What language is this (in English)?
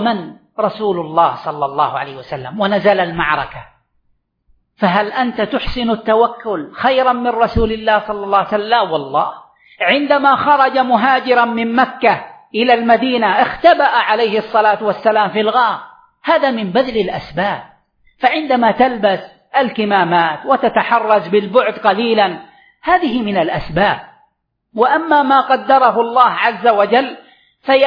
Arabic